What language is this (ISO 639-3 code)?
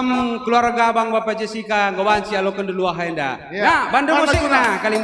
btx